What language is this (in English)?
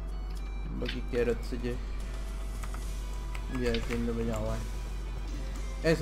Malay